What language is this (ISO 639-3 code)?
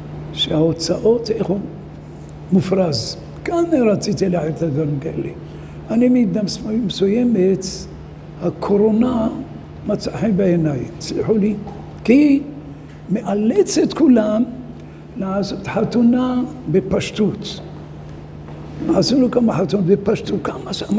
heb